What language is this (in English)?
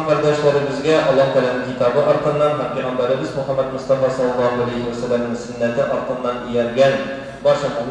Tatar